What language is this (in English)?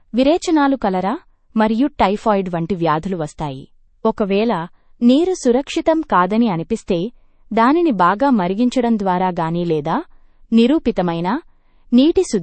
Telugu